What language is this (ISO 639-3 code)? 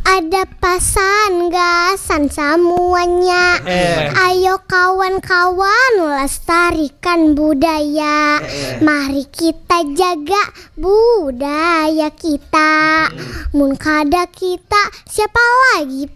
bjn